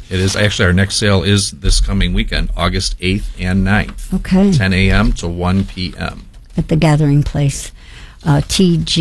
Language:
English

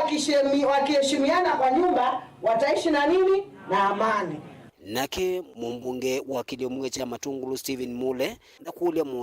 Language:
Kamba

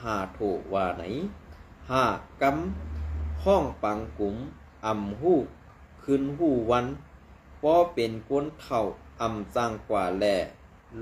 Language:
Shan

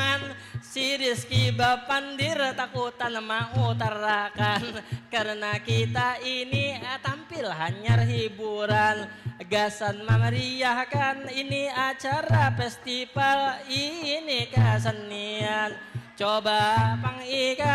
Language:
Banjar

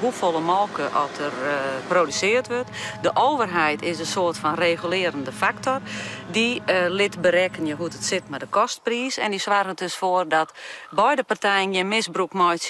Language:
Western Frisian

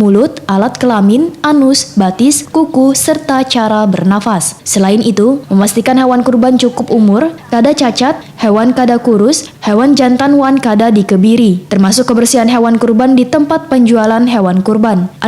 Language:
Banjar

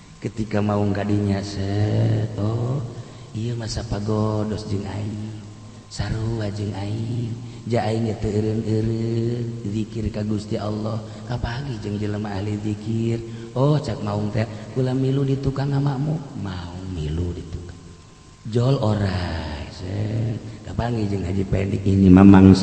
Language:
Sundanese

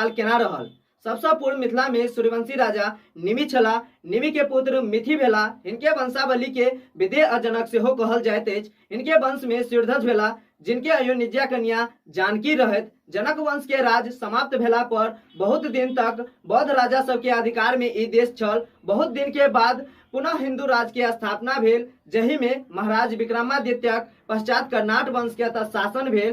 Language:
Maithili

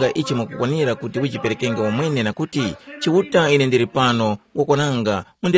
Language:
Tumbuka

